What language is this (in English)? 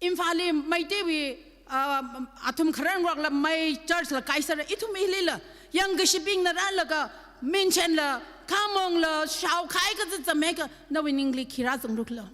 Tangkhul Naga (India)